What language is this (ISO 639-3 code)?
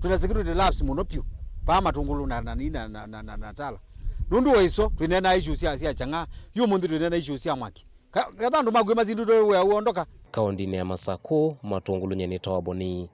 kam